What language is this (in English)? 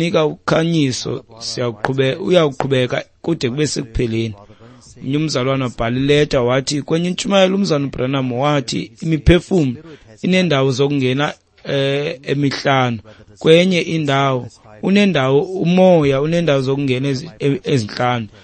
Xhosa